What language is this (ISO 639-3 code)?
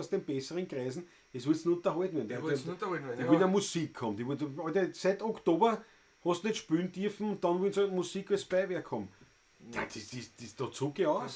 bar